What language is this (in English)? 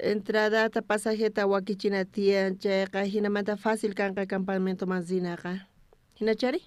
South Bolivian Quechua